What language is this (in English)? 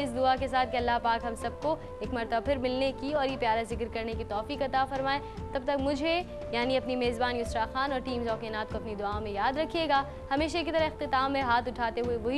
Urdu